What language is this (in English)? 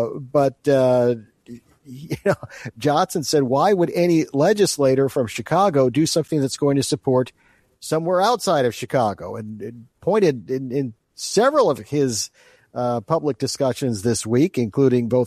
English